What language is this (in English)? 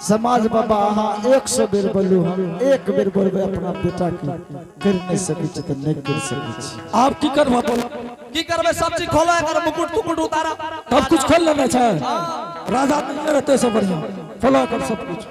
Angika